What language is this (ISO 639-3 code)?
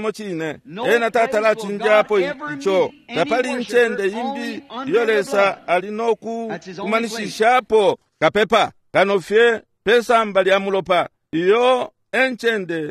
bem